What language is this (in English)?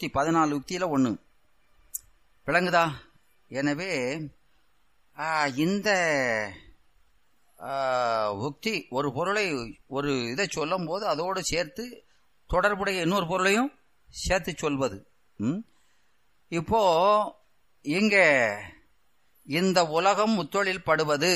Tamil